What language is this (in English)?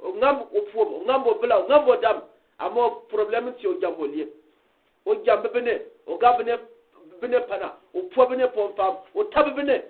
Gourmanchéma